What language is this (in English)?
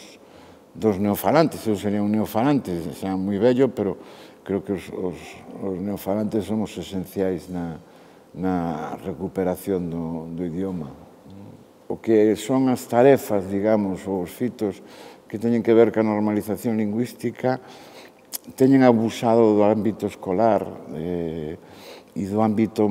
Galician